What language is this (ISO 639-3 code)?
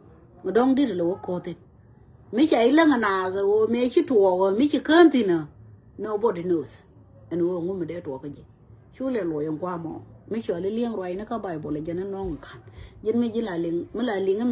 nus